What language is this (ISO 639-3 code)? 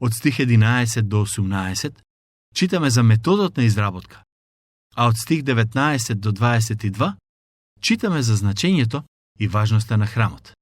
mkd